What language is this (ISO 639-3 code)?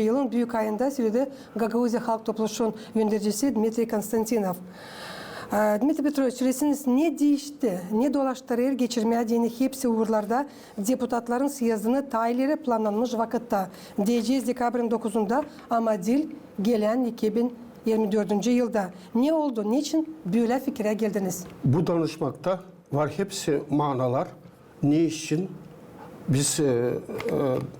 gag